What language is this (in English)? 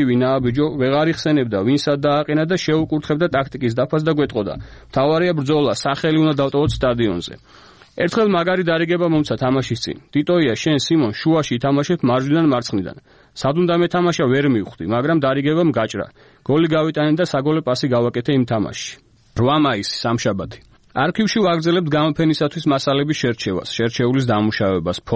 Georgian